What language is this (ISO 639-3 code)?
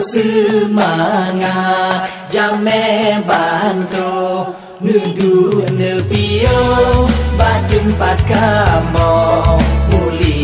ace